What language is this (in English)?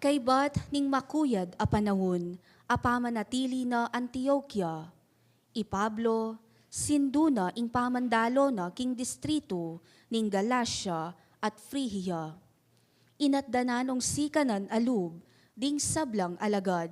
Pampanga